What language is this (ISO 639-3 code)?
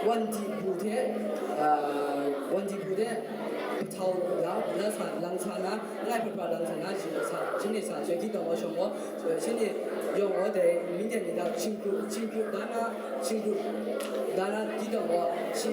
kac